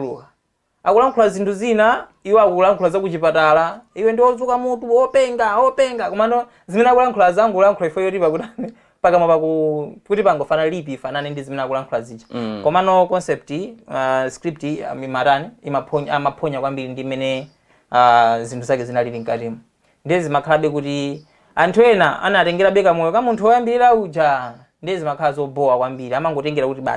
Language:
Nyanja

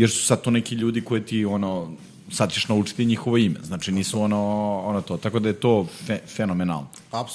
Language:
Serbian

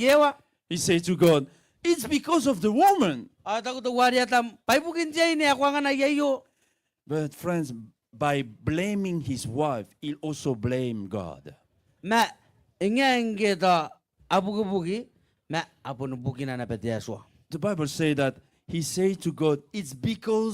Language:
Gilbertese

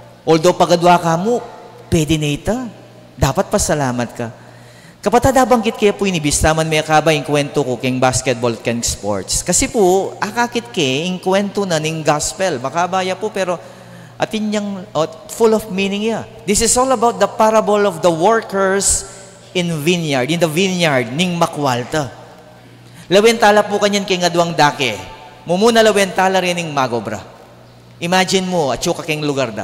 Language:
Pampanga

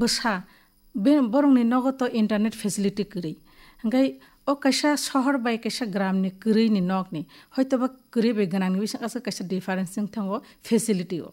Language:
Kok Borok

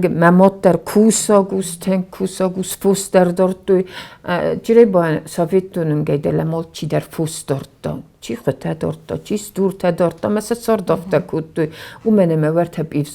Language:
Ossetic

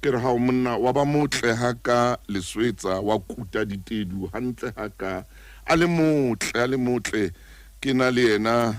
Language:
Southern Sotho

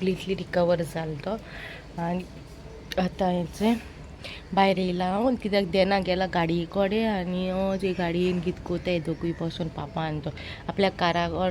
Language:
Konkani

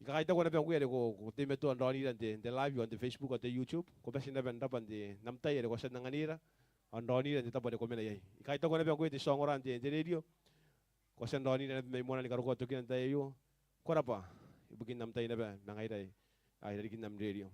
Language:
Gilbertese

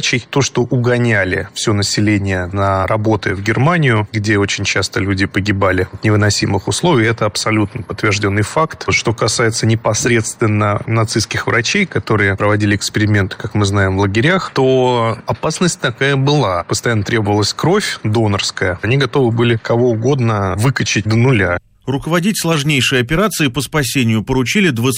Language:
Russian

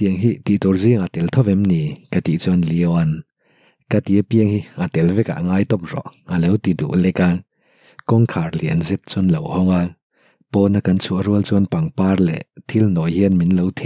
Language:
Mizo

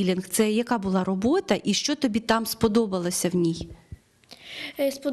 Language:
Ukrainian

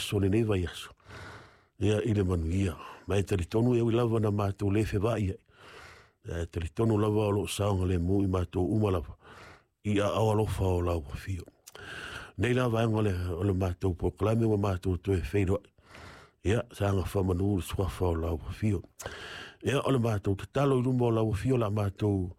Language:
Samoan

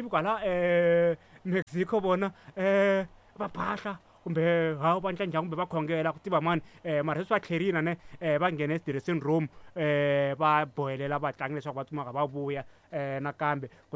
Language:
Tsonga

